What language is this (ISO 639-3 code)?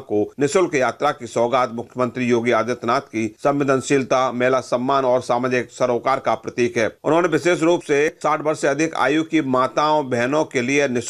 hin